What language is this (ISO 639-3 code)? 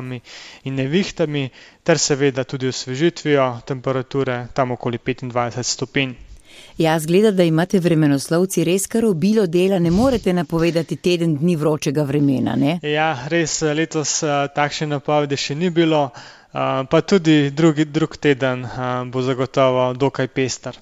slv